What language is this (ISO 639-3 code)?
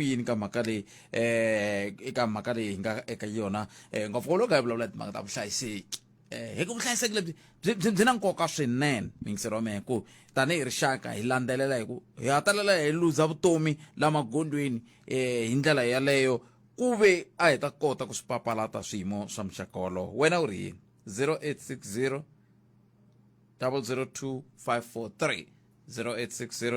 tso